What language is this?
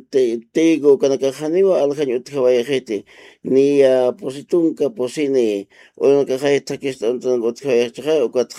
Aymara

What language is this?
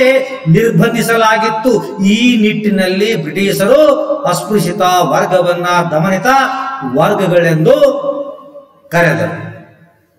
Kannada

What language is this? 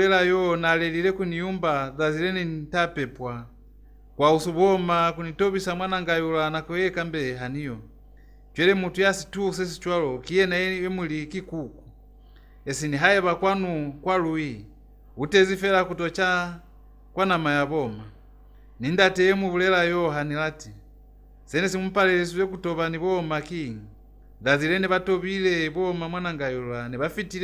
Lozi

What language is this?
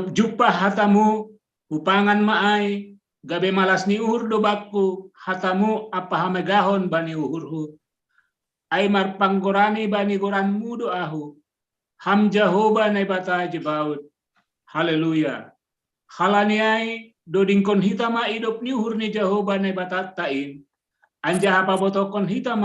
Batak Simalungun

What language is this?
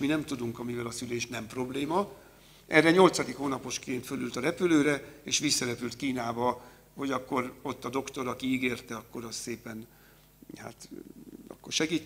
Hungarian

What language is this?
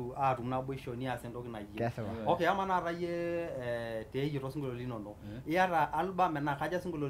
Masai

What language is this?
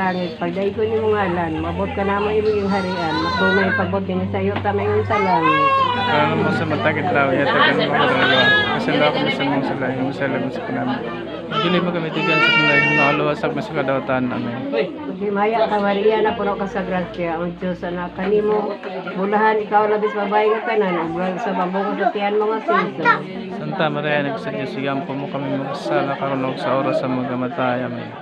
Cebuano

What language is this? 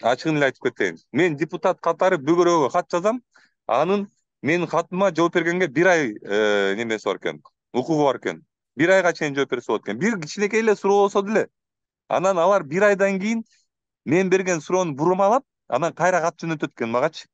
Kyrgyz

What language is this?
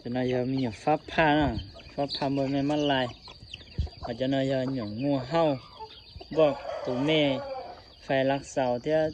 Hmong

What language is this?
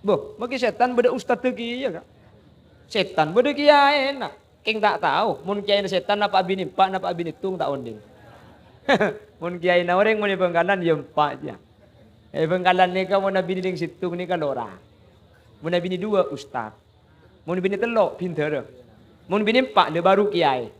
Madurese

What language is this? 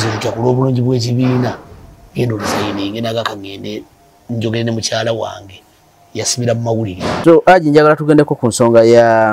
Ganda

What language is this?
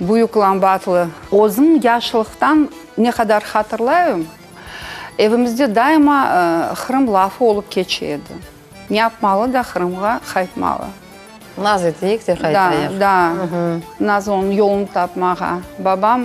Crimean Tatar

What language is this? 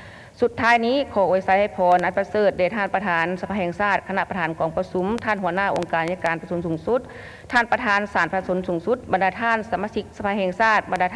Lao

